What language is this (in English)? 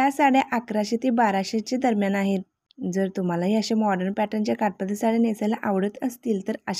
Marathi